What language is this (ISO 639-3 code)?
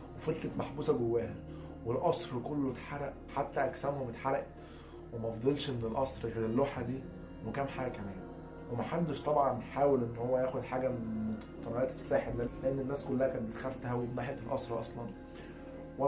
arz